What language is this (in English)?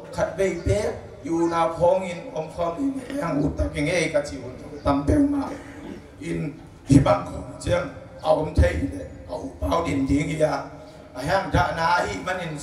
Tedim Chin